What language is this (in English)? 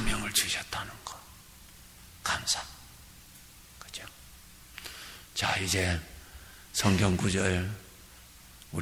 Korean